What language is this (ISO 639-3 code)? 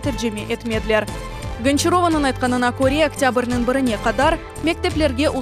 crh